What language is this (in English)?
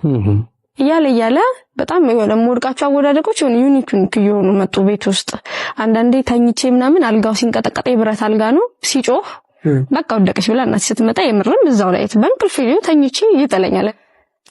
Amharic